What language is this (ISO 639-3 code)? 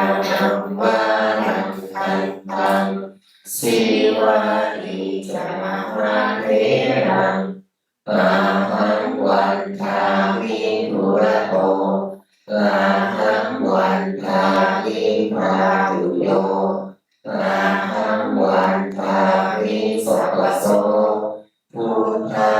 pli